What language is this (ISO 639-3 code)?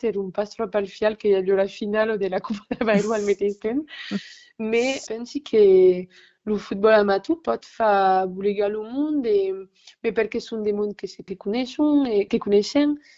oci